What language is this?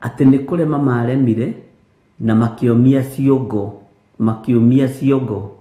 Kikuyu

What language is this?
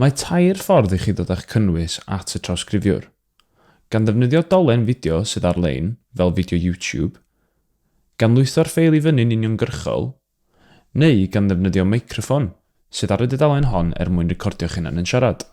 Welsh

